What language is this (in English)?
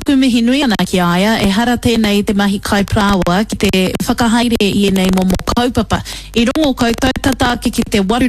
Māori